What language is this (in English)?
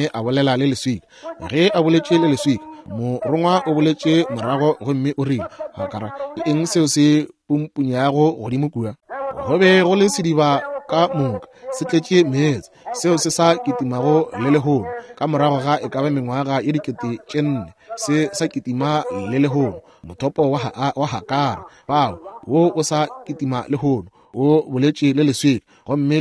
Northern Sotho